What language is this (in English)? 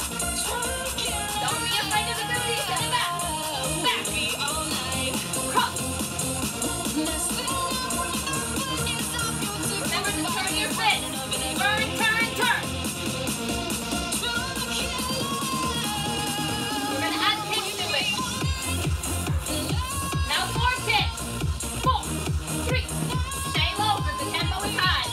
English